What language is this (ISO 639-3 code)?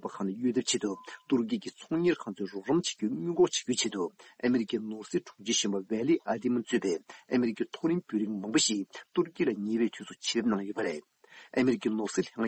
bod